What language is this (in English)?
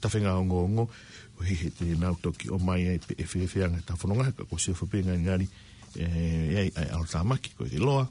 Tongan